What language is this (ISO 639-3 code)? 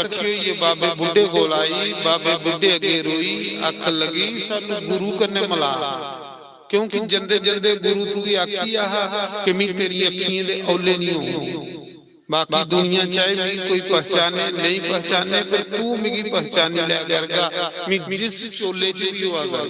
doi